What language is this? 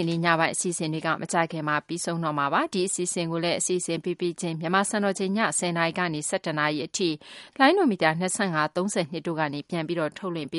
Burmese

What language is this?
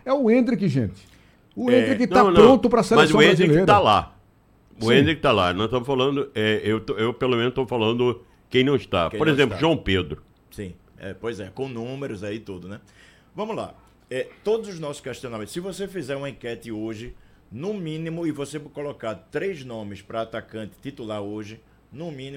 Portuguese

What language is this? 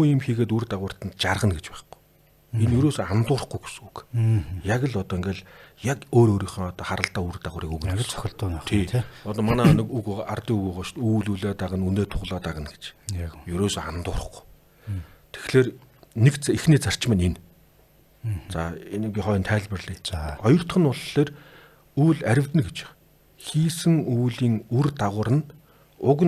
Mongolian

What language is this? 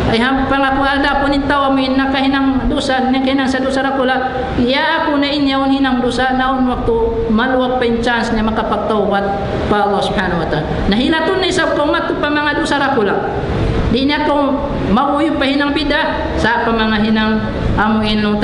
Tausug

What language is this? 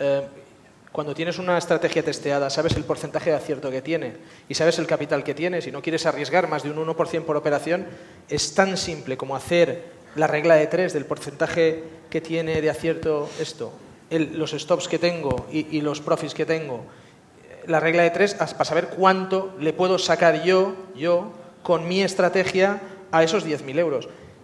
Spanish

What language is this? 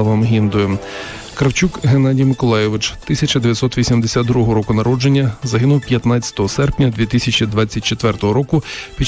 Ukrainian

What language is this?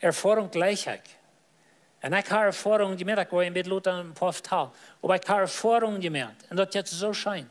Plautdietsch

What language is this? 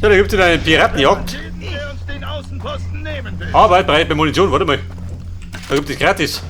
Bavarian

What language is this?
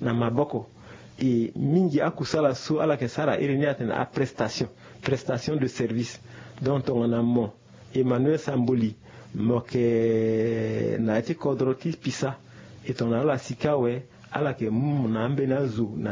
Sango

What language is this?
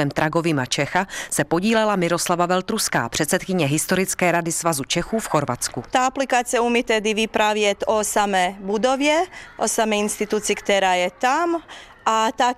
Czech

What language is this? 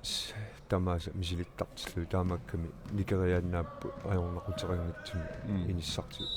Kalaallisut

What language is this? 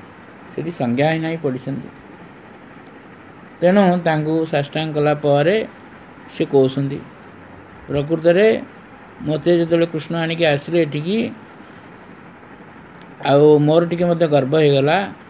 Odia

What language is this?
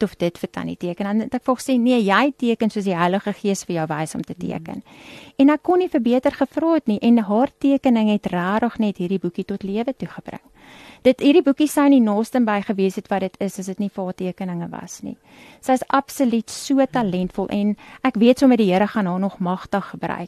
Afrikaans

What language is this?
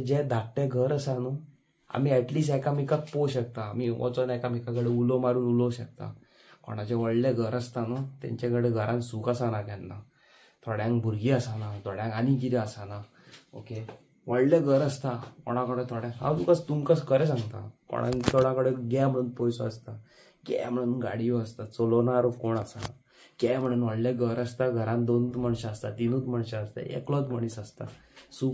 Konkani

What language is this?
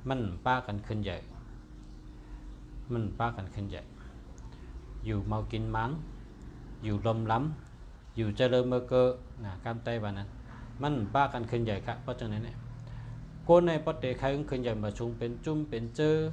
Shan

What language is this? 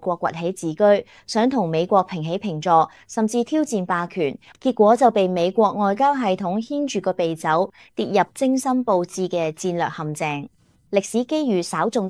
Cantonese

